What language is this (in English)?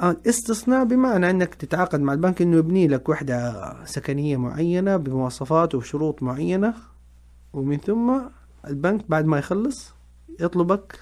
Najdi Arabic